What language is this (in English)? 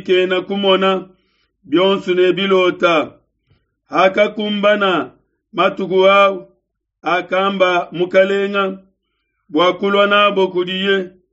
Luba-Lulua